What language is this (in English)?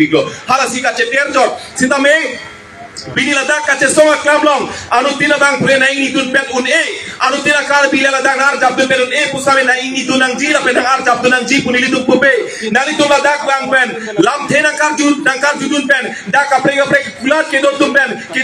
Karbi